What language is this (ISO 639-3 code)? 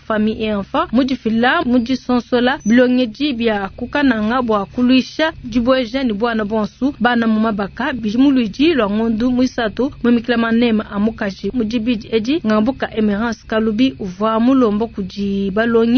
lua